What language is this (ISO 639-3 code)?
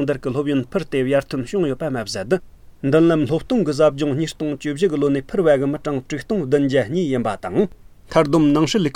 bod